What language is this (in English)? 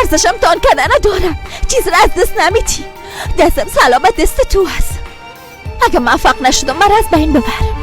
Persian